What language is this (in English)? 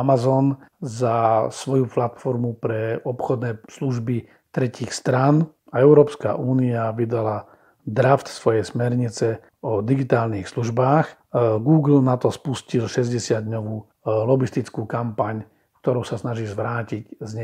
Slovak